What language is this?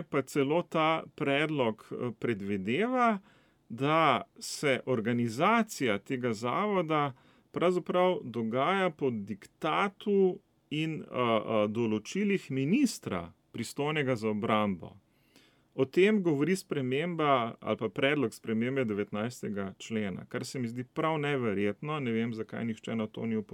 Slovenian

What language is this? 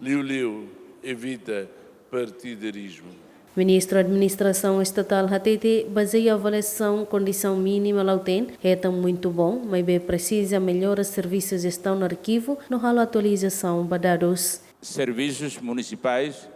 Tetum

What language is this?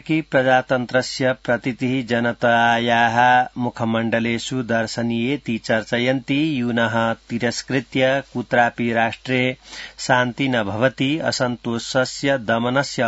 Sanskrit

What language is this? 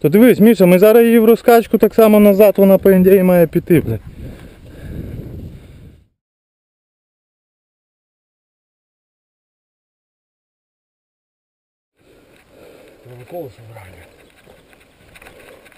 Ukrainian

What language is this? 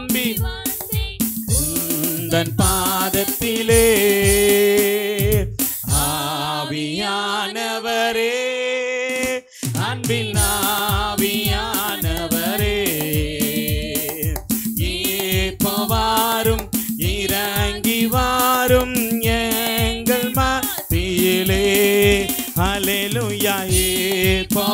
Tamil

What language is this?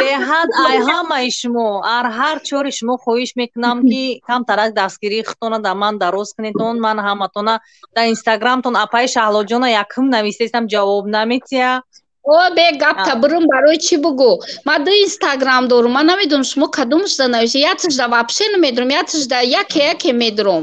Tajik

